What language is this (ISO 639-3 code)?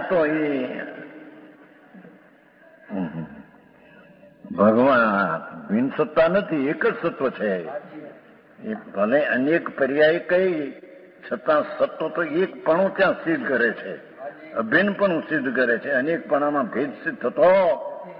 guj